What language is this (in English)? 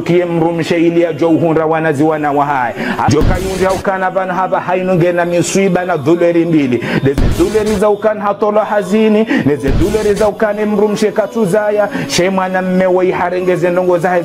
Ngazidja Comorian